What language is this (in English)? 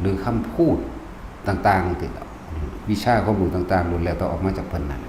Northeastern Thai